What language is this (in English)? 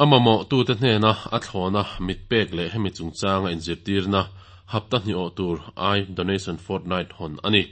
Mizo